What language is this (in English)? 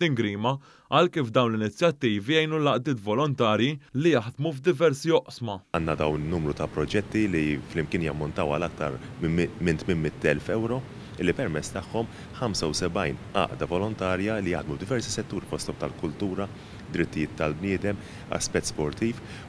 Maltese